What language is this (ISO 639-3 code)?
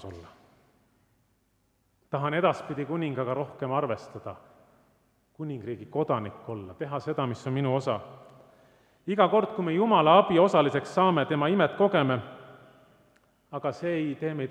est